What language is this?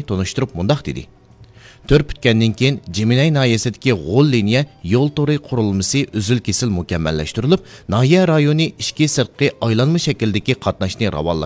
Uyghur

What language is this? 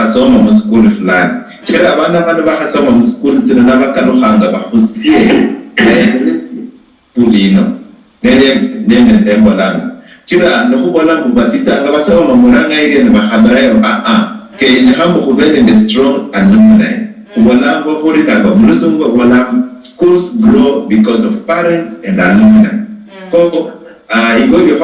Luyia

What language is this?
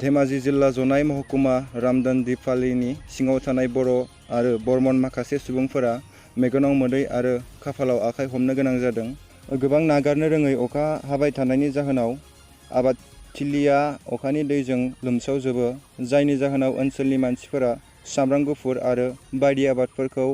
Bodo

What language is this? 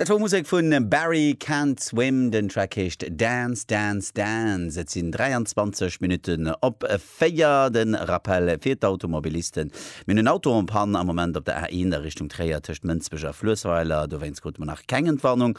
Luxembourgish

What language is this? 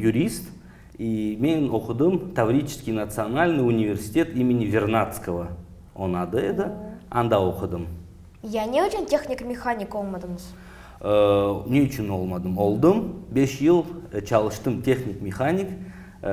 Crimean Tatar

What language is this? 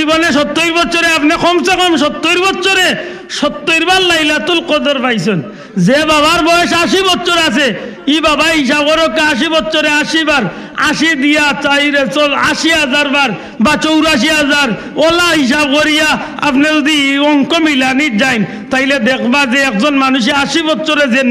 Sylheti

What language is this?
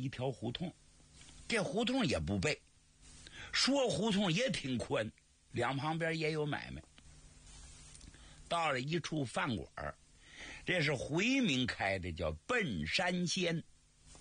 Chinese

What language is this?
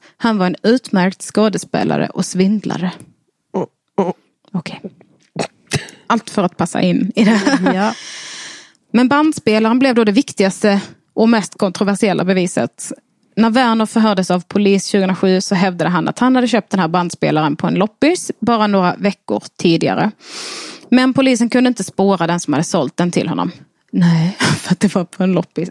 Swedish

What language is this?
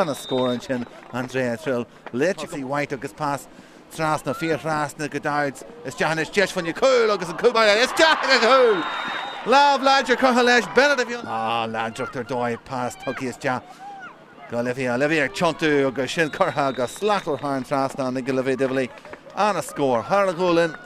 Irish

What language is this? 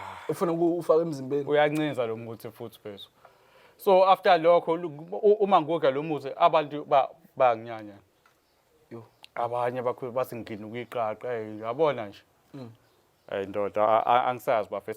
Zulu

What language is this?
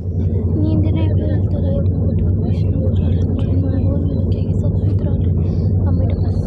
Maithili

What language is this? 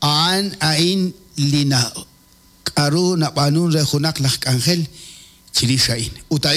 Kekchí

